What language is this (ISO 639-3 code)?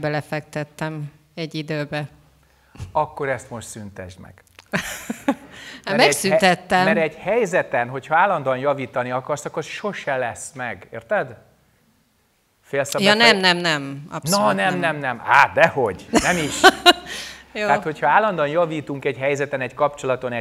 hun